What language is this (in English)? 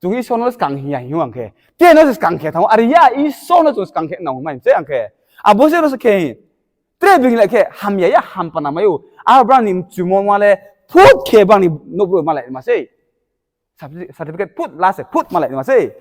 Riang (India)